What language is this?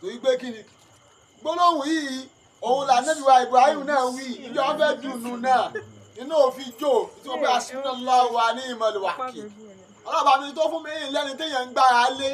Yoruba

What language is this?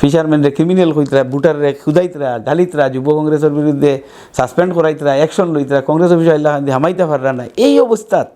Sylheti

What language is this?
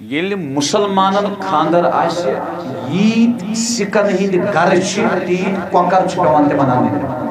Kashmiri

